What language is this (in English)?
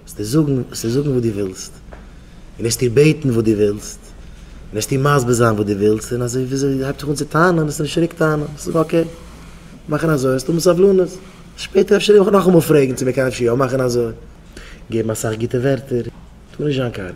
Yiddish